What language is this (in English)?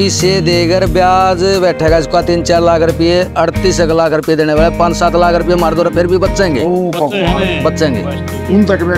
Haryanvi